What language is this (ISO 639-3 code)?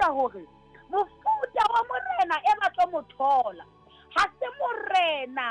sot